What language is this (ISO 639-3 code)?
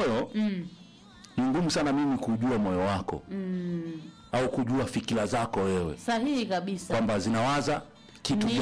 swa